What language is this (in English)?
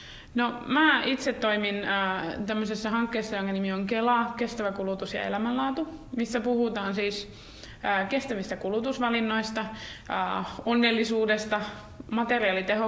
Finnish